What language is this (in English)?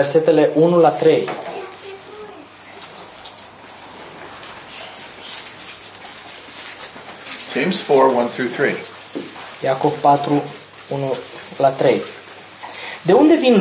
Romanian